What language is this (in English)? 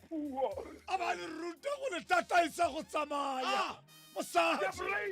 Tswana